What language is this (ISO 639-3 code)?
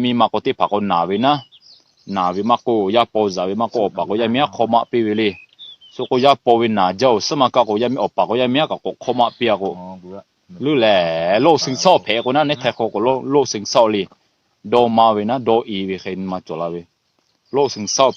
lhu